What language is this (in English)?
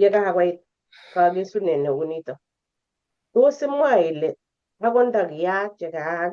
Kalenjin